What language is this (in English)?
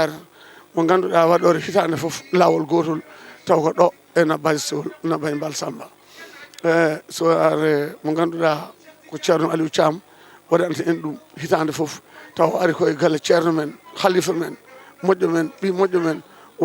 Fula